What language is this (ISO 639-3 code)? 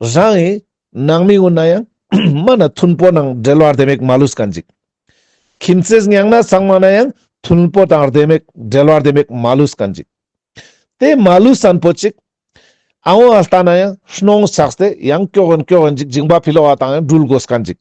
lbj